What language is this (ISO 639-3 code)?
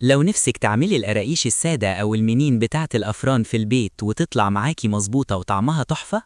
arz